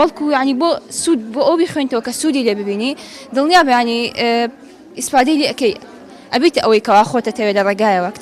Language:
Central Kurdish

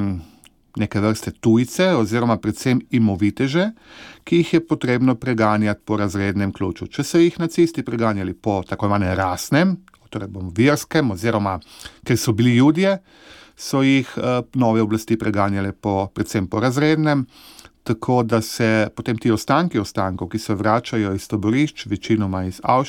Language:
Slovenian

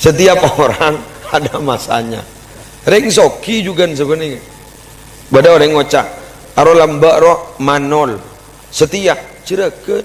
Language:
Madurese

